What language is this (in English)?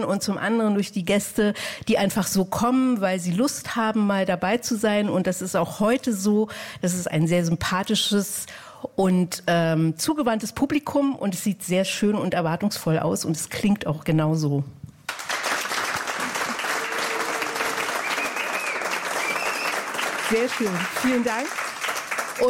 German